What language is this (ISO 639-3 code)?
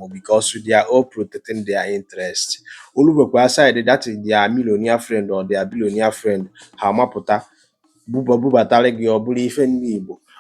ibo